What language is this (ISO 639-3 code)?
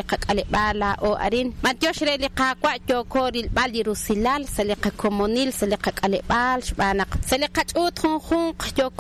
kek